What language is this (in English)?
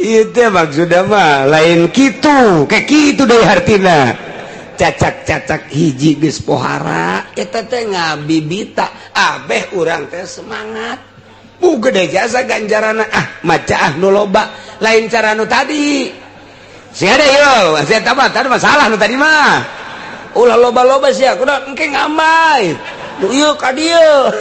Sundanese